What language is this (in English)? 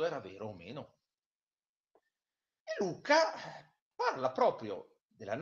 Italian